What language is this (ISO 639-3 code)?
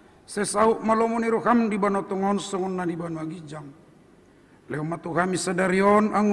bbc